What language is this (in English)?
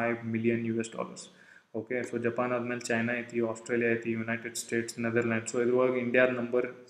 Kannada